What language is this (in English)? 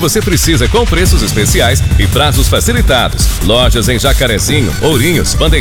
Portuguese